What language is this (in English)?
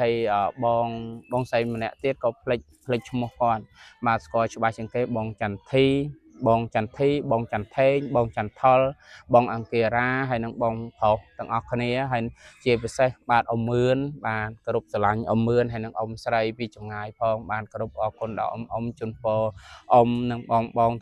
Khmer